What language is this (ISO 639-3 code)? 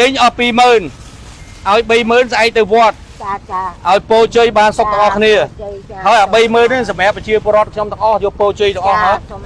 khm